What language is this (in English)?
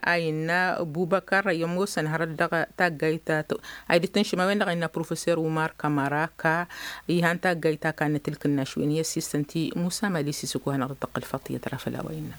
Tamasheq